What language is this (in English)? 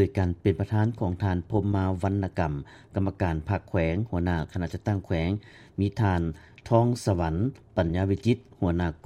Lao